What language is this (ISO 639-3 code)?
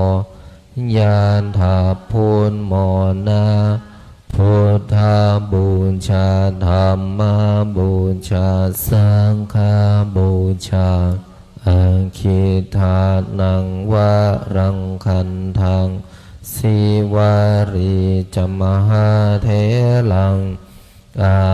pli